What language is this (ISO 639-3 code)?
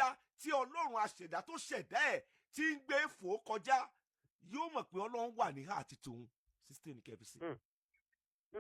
yor